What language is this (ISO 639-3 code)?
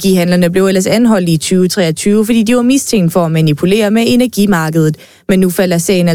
dan